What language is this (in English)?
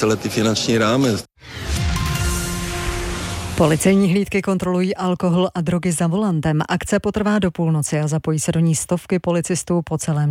Czech